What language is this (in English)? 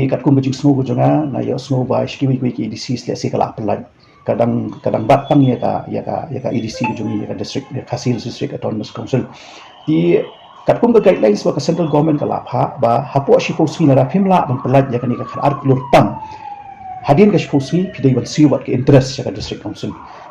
Khasi